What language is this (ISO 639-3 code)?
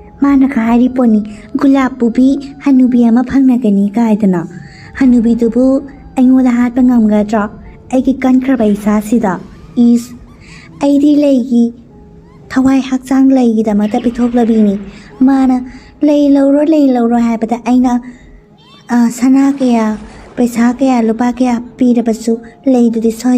mni